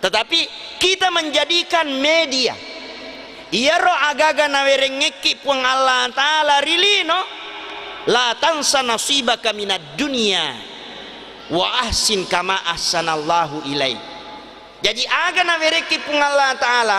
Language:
Buginese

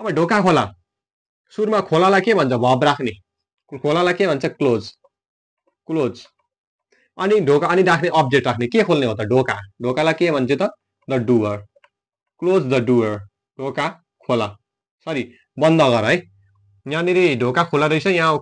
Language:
Nepali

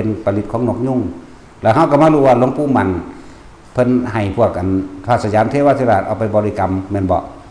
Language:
Northeastern Thai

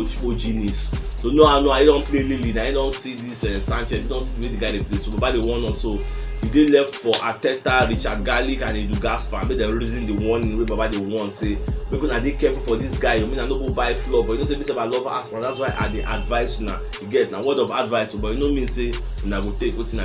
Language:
Nigerian Pidgin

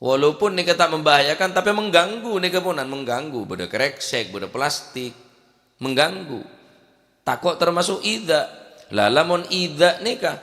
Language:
Madurese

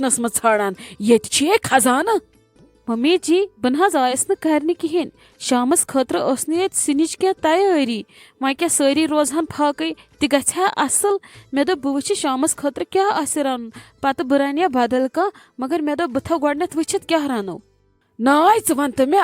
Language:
Kashmiri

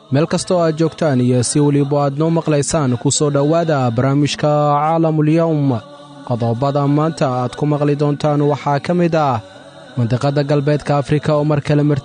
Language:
Somali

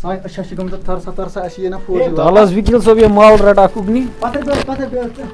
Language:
Kashmiri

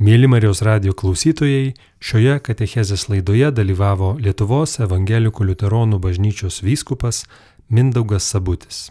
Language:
Lithuanian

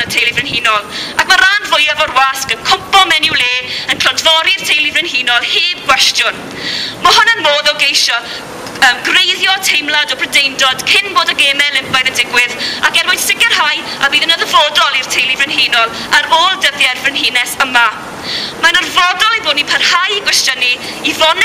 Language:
Welsh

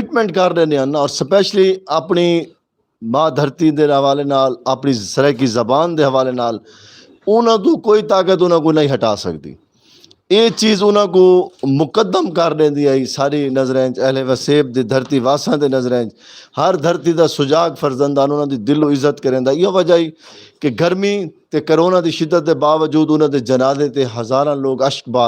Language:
Saraiki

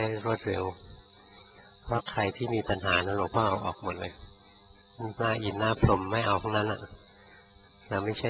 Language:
Thai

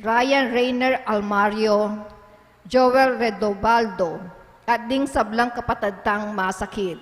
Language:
Pampanga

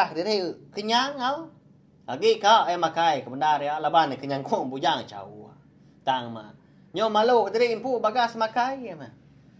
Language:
Iban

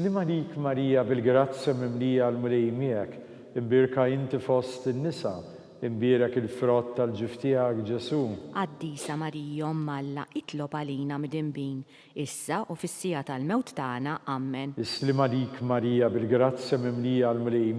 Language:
Maltese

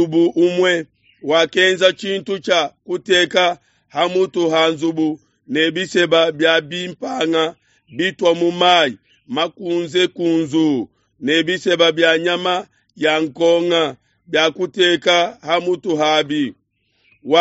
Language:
Luba-Lulua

